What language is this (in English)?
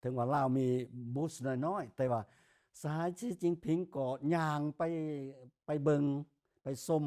Lao